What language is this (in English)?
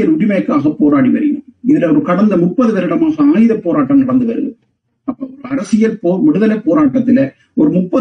Tamil